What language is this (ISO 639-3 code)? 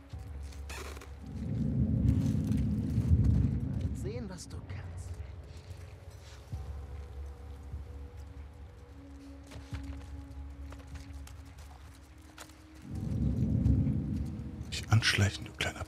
deu